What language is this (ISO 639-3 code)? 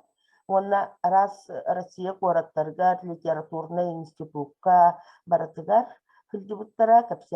sah